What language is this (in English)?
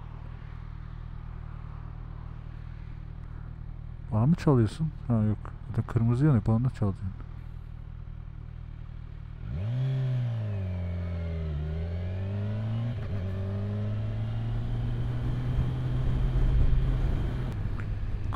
Turkish